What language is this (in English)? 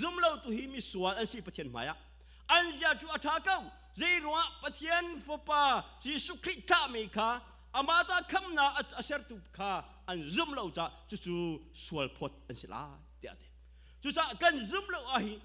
Hakha Chin